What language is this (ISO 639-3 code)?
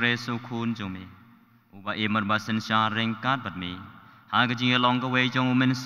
kha